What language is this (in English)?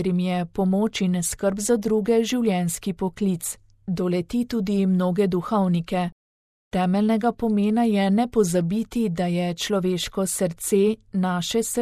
Slovenian